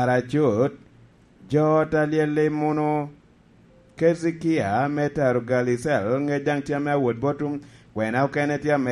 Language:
Lango (Uganda)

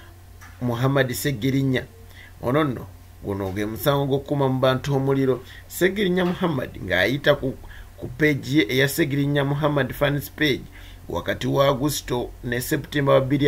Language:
Ganda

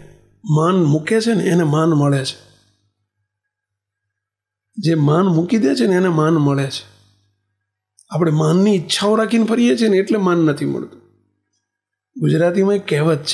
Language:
Gujarati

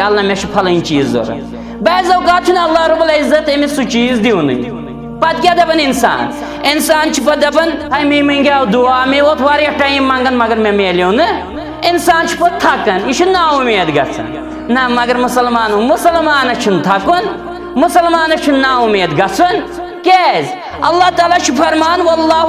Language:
Kashmiri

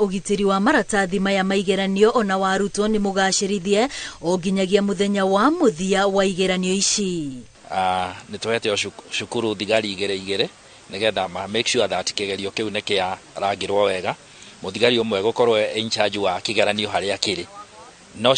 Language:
Kikuyu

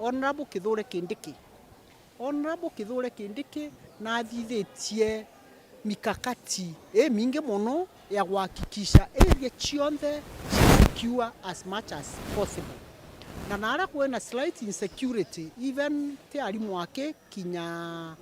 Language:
Meru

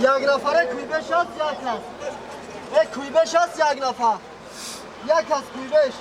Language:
Tajik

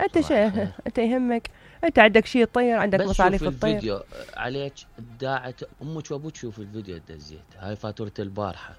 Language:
Mesopotamian Arabic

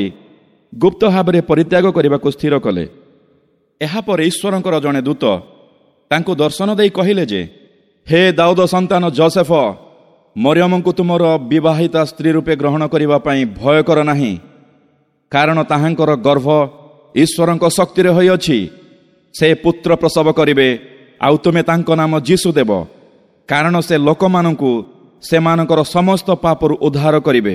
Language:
Odia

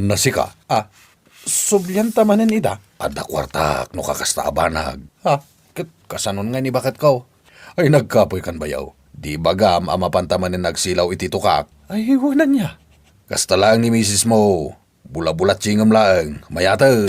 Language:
Iloko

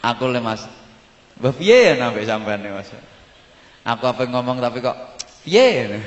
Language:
Javanese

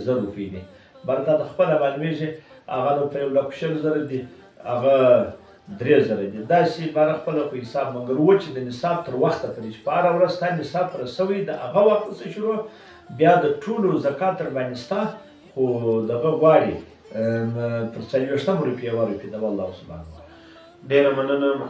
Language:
Pashto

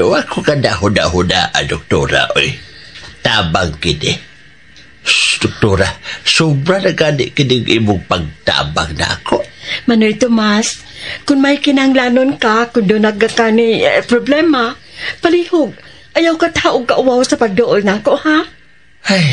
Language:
Cebuano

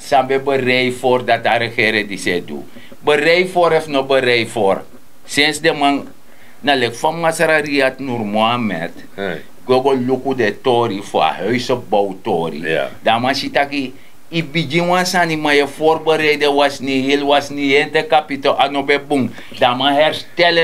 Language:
Sranan Tongo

